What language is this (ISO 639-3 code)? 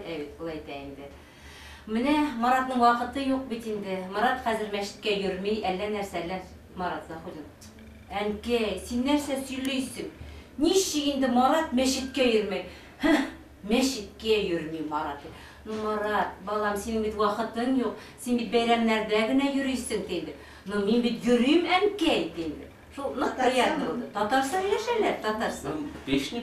bak